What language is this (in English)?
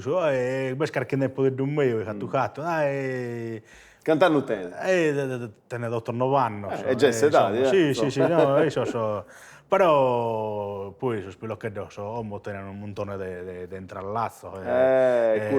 Sardinian